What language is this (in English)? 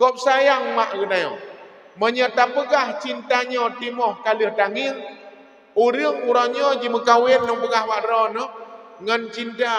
Achinese